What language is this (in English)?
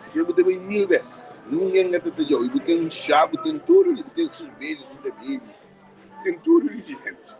Kabuverdianu